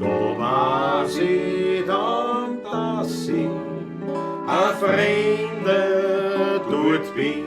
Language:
Bavarian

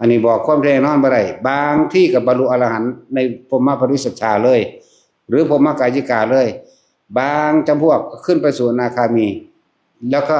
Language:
Northeastern Thai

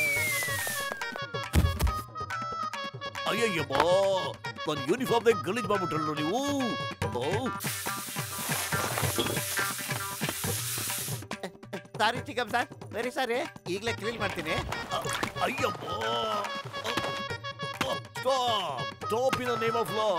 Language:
Kannada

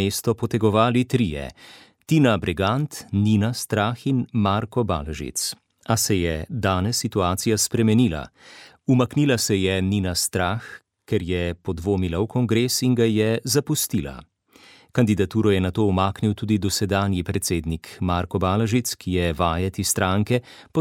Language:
Slovenian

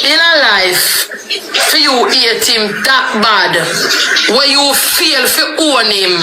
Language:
Jamaican Creole English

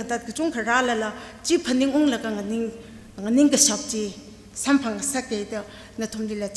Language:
Tangkhul Naga (India)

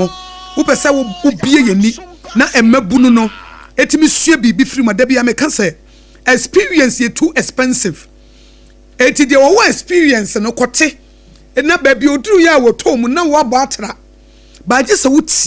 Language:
Akan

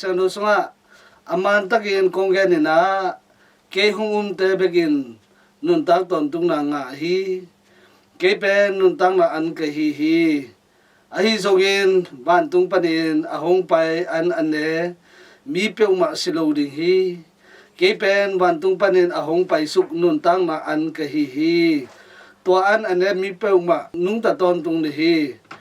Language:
Tedim Chin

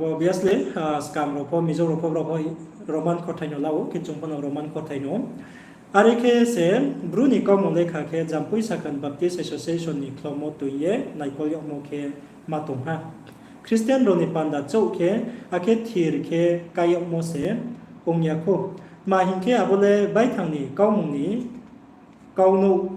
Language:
Riang (India)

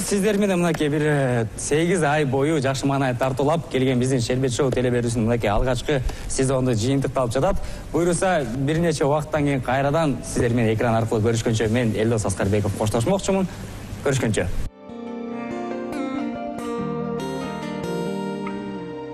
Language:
Kyrgyz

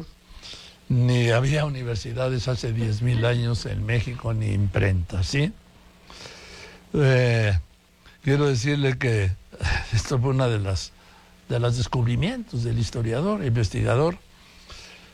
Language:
Spanish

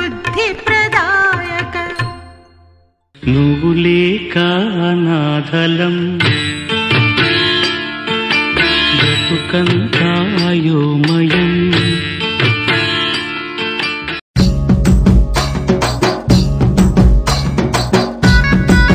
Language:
Telugu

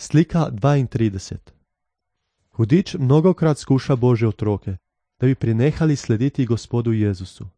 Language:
Slovenian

